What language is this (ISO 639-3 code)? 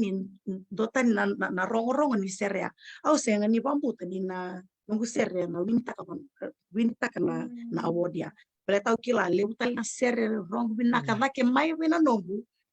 fij